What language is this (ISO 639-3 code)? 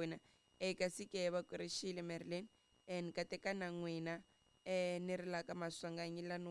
tso